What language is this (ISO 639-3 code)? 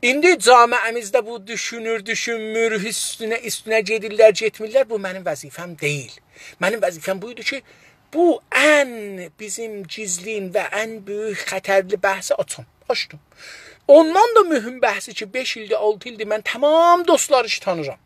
azb